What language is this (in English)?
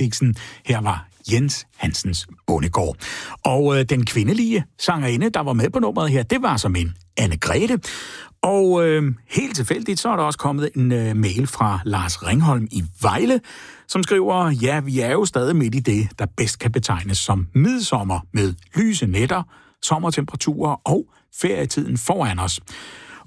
Danish